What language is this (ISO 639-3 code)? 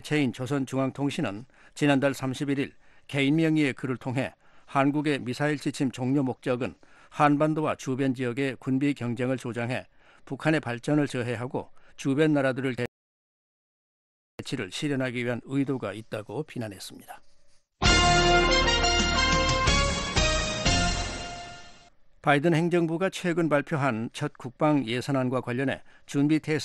kor